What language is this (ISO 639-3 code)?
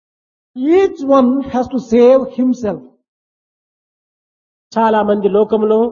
tel